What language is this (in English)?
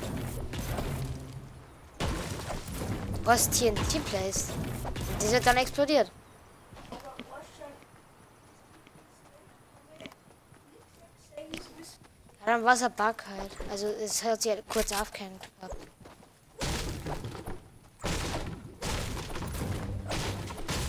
German